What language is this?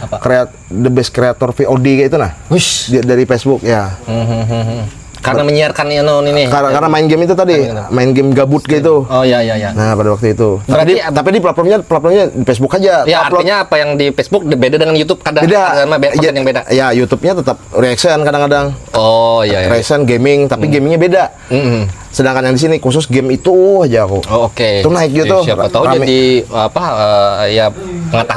Banjar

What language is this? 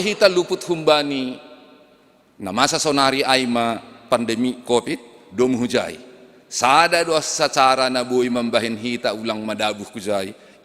Batak Simalungun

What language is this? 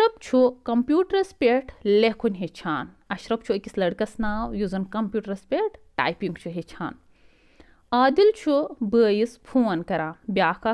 Kashmiri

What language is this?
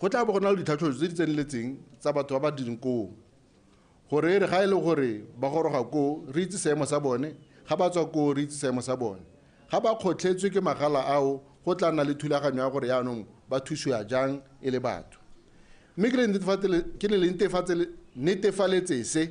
Tswana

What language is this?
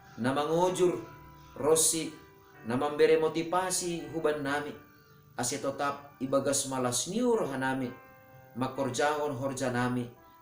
Batak Simalungun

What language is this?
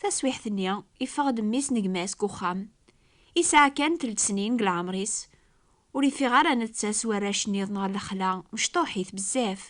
Kabyle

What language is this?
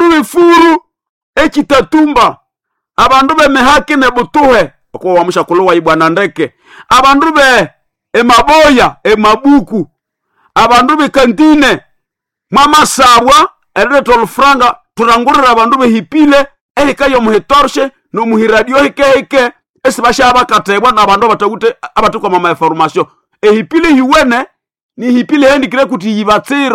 Nande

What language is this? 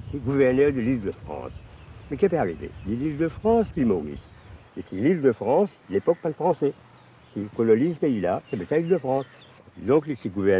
Morisyen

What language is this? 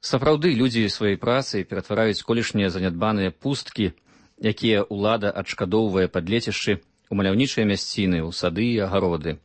Belarusian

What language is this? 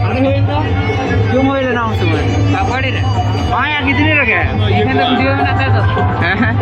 Santali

